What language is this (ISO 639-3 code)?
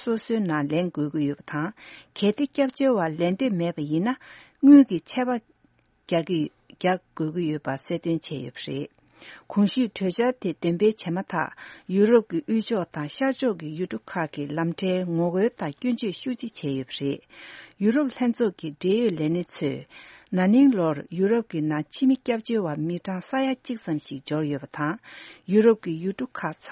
bod